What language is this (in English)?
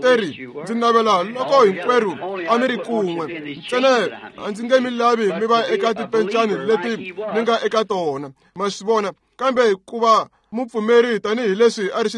Tsonga